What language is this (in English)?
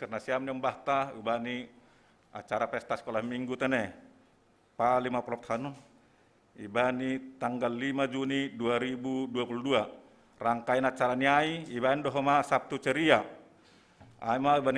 Batak Simalungun